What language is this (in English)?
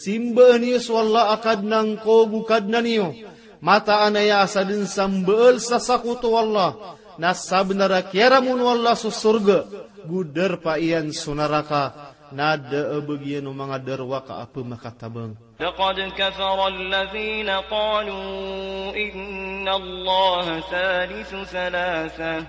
Maranao